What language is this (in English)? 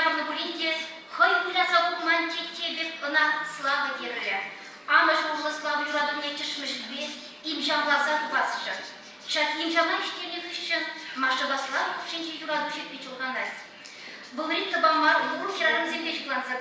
Chuvash